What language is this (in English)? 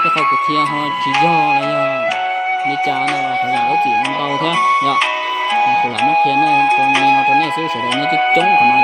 Hmong